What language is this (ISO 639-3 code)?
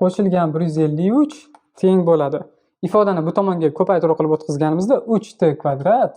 uzb